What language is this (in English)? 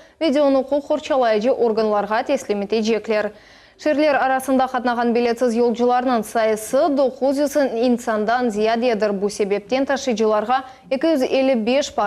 Crimean Tatar